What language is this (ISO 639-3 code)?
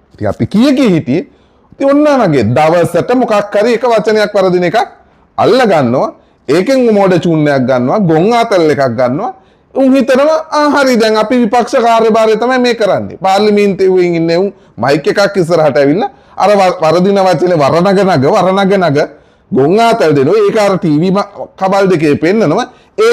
sin